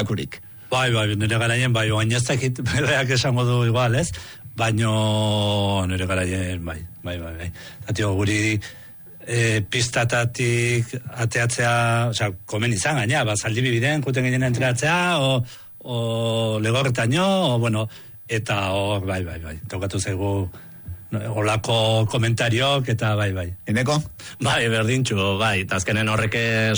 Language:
Basque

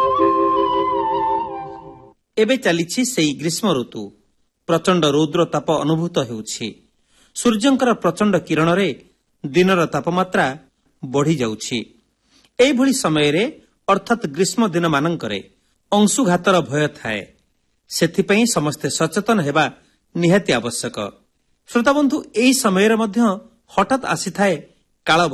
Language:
Odia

